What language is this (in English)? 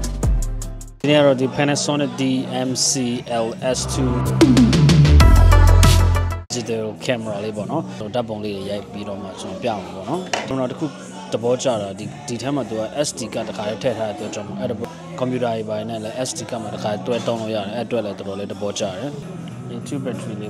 Burmese